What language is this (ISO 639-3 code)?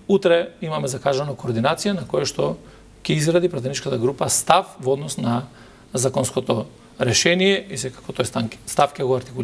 mkd